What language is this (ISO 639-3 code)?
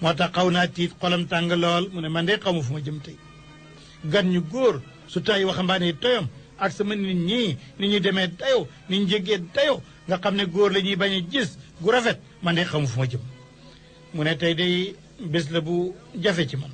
wol